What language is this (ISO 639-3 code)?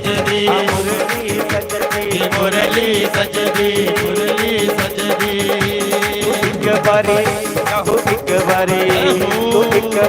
doi